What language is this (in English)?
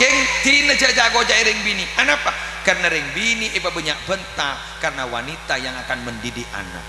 Madurese